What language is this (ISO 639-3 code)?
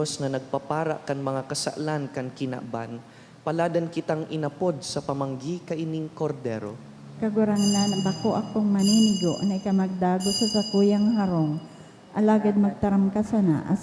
bik